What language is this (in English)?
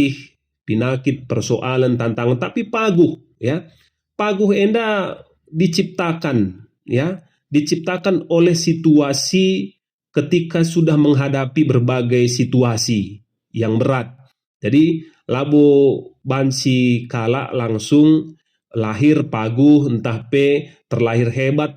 Batak Karo